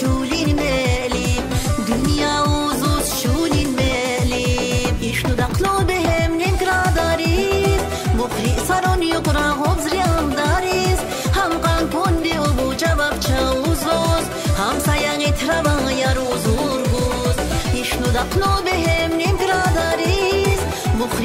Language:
Tabassaran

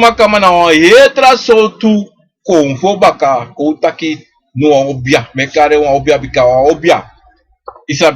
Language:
Sranan Tongo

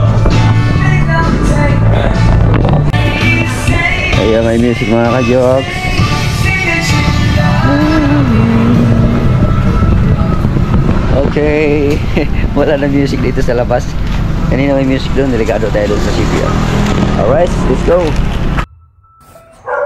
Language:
Filipino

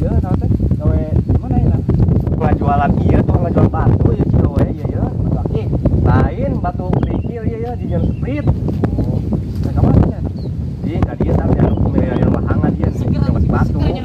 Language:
Sundanese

